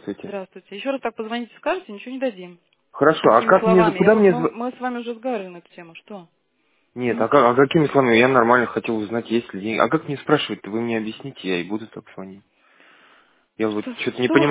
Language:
Russian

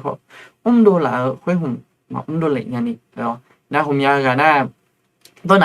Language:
Akha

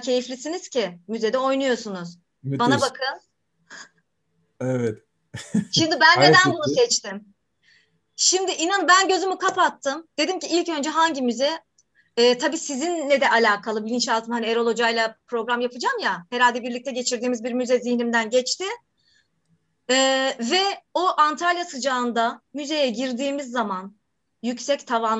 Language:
Turkish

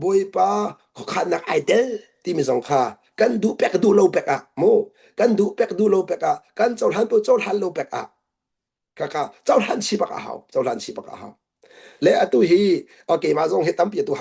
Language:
Hakha Chin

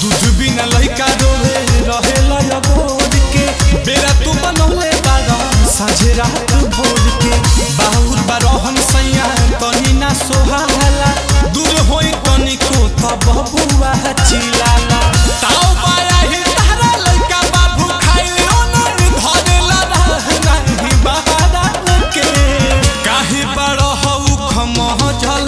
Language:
Bhojpuri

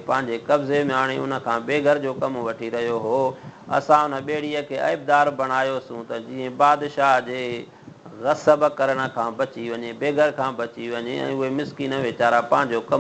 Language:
Sindhi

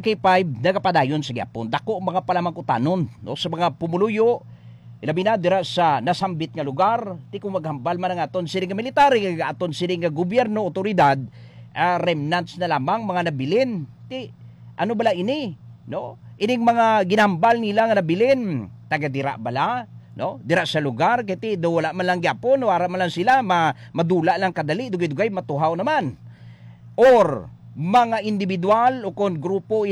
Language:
Hiligaynon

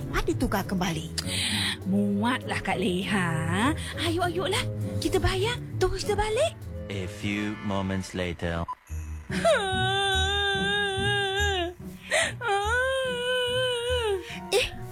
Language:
Malay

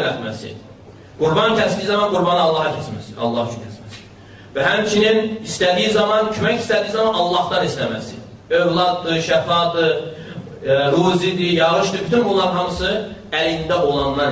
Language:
Azerbaijani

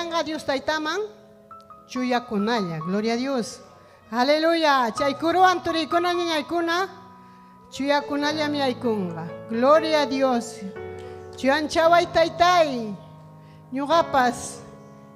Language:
Ayacucho Quechua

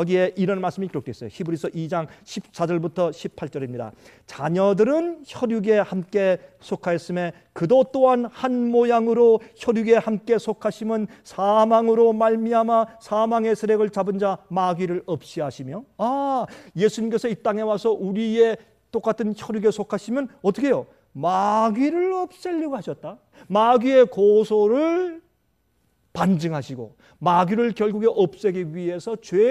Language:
Korean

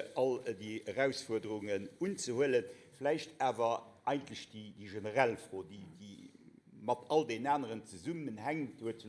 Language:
Luxembourgish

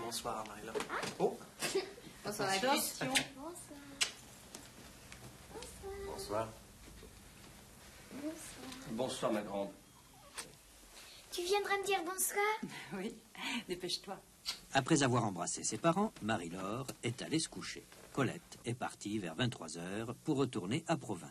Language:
French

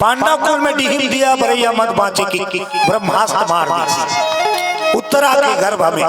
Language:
Chhattisgarhi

